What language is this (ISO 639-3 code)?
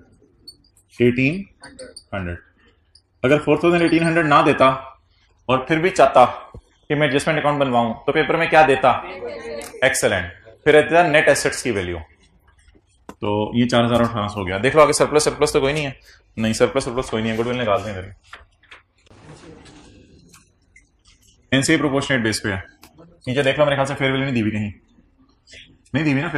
hin